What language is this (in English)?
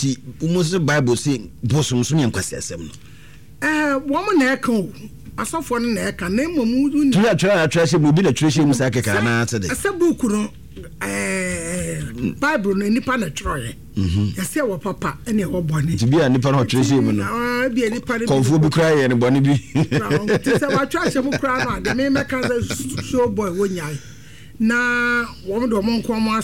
Akan